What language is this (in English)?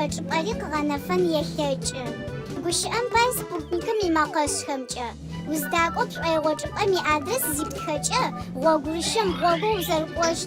Adyghe